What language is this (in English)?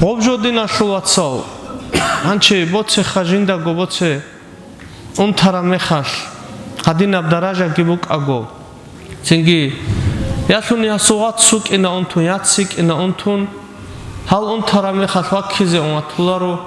Avaric